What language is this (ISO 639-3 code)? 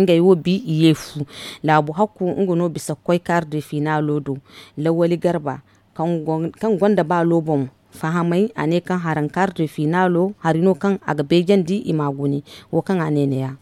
dje